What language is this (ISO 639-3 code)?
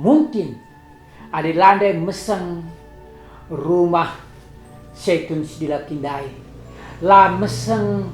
btx